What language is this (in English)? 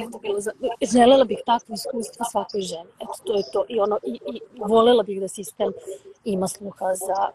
Serbian